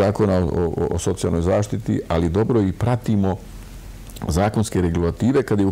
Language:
Serbian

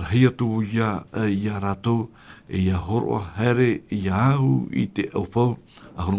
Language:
Tahitian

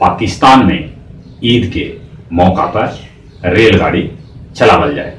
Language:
Magahi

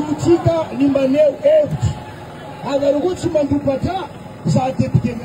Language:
Malagasy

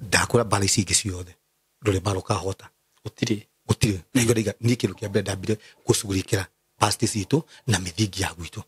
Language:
Kikuyu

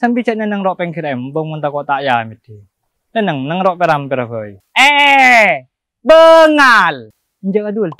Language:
Madurese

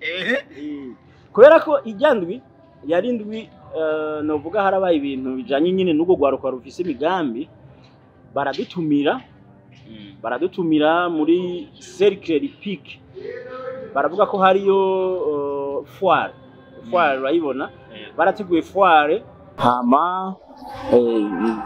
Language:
Rundi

